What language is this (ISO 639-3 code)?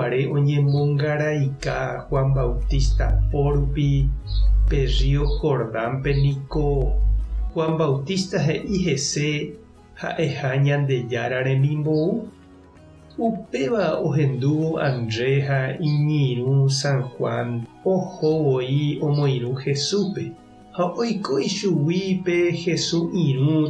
grn